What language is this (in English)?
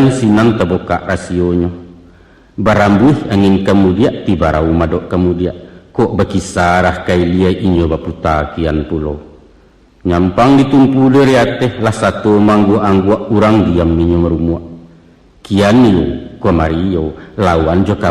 Minangkabau